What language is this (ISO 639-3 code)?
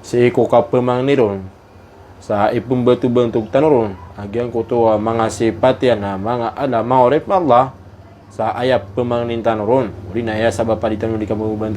mrw